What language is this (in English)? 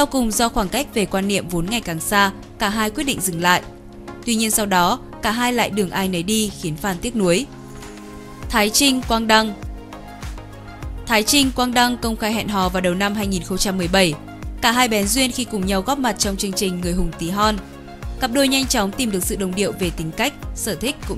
Vietnamese